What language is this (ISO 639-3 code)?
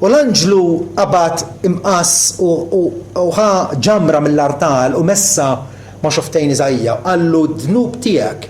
mlt